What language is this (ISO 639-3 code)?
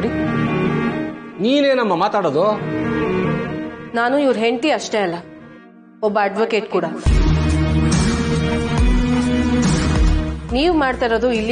kan